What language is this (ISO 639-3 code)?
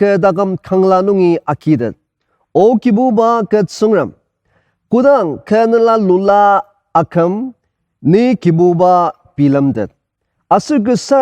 njo